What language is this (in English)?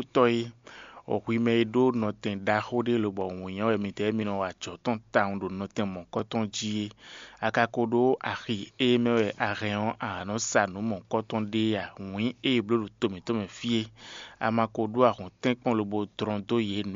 Fon